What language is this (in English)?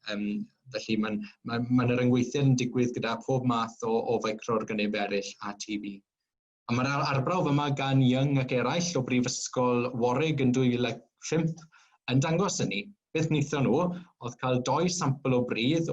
Welsh